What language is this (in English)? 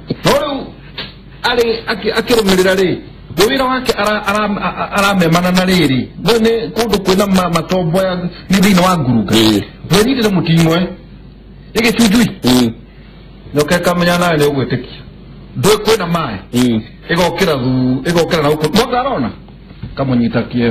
Kikuyu